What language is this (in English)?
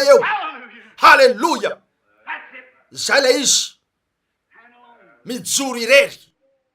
Malagasy